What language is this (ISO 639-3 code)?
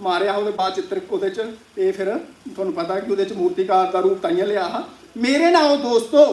doi